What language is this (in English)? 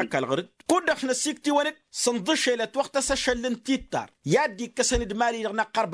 Tamasheq